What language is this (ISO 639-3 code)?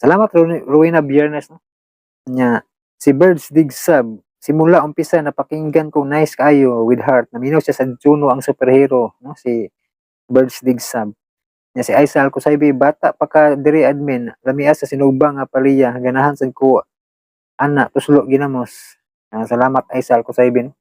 ceb